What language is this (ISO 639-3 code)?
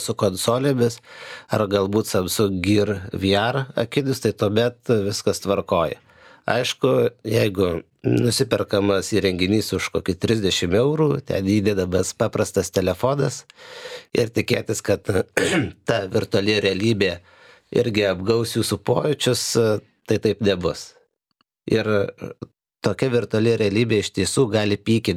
lit